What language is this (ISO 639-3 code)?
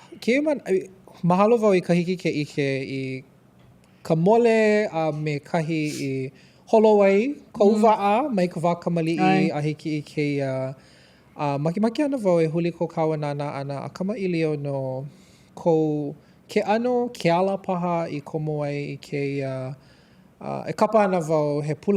haw